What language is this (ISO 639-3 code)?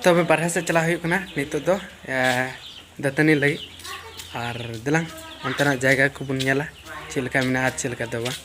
sat